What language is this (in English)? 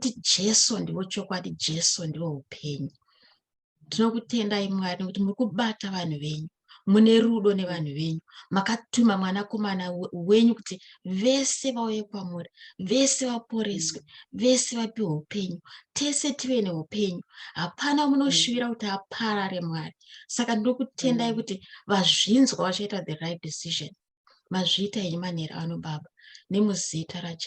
Shona